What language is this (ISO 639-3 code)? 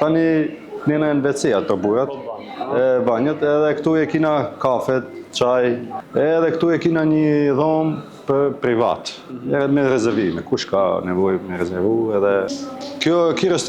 sqi